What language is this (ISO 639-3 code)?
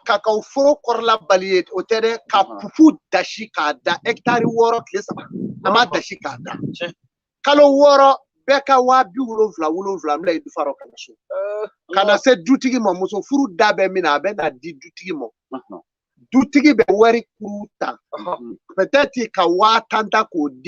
bam